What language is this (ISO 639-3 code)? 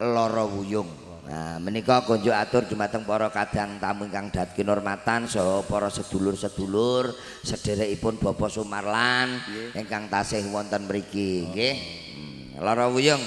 jav